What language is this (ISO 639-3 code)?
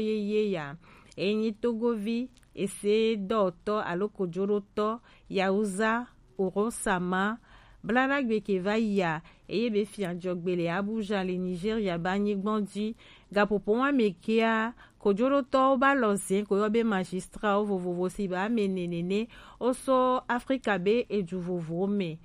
gej